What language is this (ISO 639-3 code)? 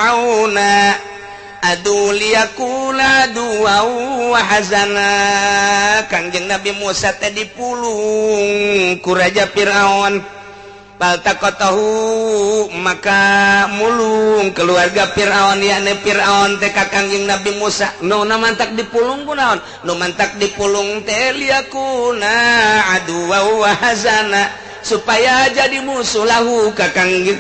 sun